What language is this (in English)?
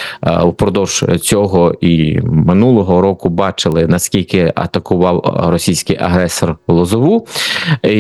Ukrainian